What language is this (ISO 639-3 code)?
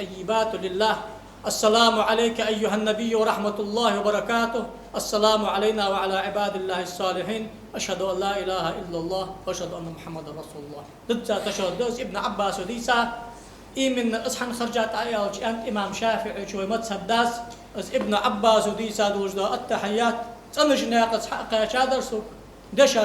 inh